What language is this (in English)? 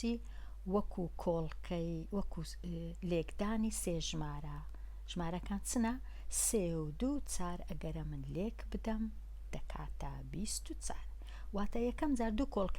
Central Kurdish